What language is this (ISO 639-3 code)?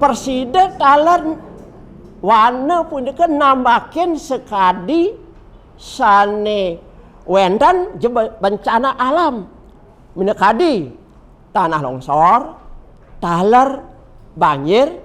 ban